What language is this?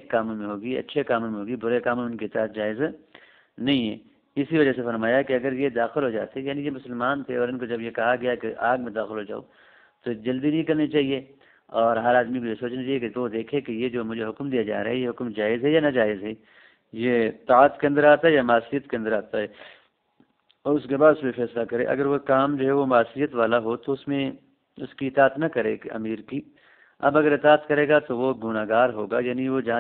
Urdu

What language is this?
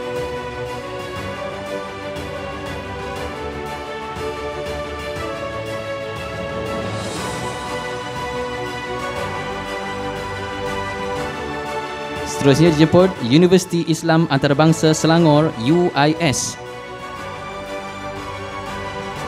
Malay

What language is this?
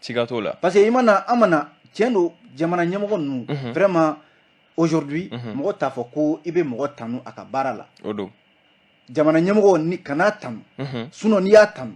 Bambara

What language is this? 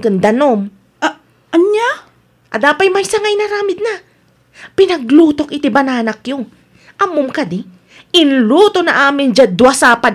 Iloko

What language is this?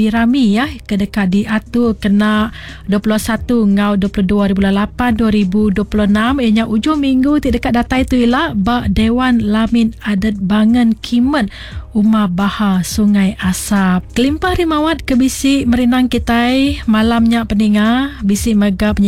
Iban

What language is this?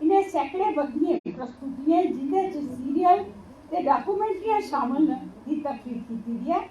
Dogri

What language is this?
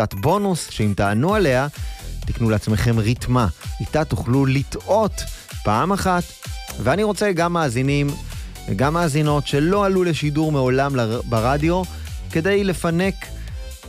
Hebrew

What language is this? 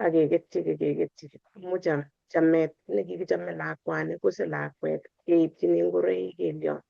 Kalenjin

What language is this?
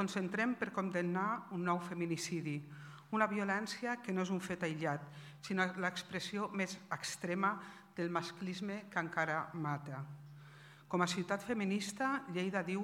Catalan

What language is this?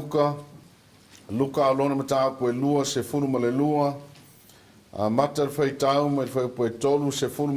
Samoan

